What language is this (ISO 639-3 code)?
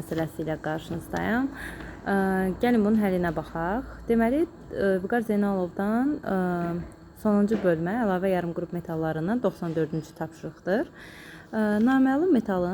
aze